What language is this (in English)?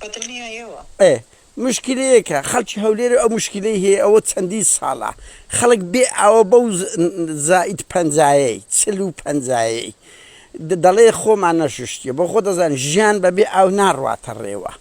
Central Kurdish